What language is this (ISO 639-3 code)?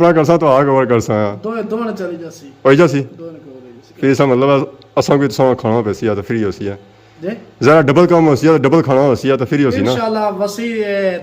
phr